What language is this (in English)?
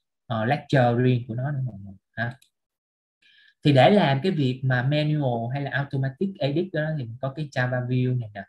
Vietnamese